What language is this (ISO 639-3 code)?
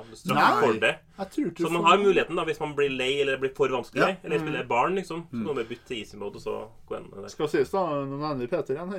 nor